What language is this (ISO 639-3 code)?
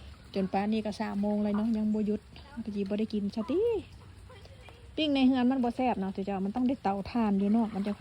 lao